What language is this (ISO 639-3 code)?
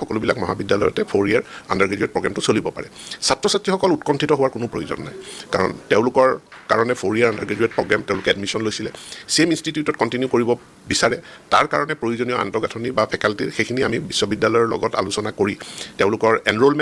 asm